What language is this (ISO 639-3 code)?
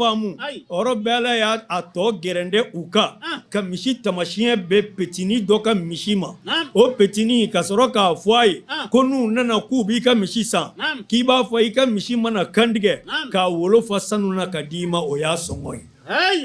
bam